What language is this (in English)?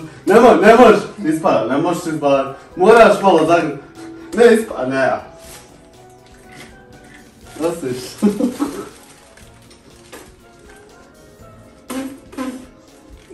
Croatian